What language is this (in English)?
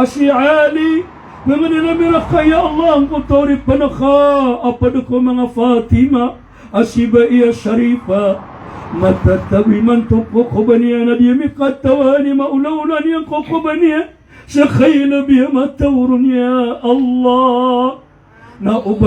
Maranao